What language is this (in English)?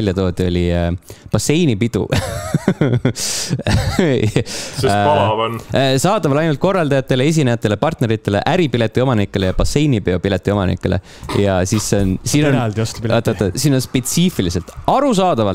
Estonian